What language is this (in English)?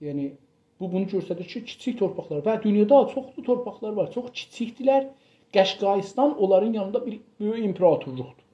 South Azerbaijani